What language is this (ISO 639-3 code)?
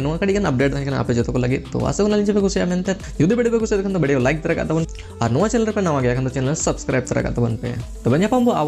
sat